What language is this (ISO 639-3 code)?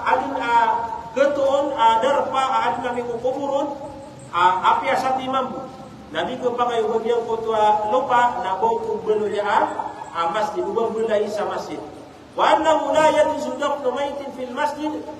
mrw